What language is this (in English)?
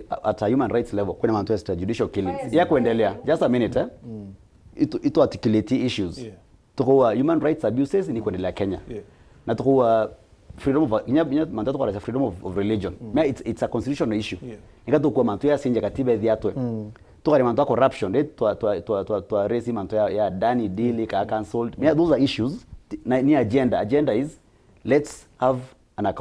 Meru